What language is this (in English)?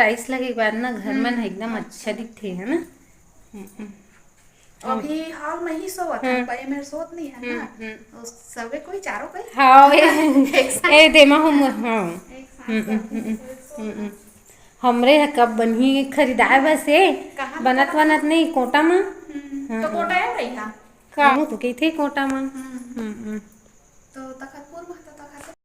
Chhattisgarhi